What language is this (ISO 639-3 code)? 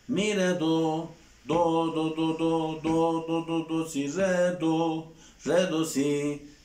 tur